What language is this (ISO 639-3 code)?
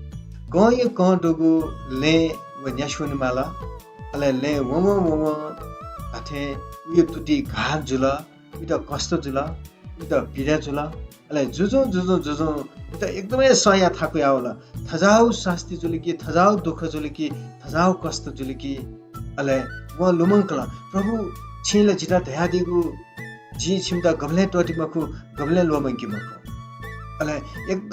new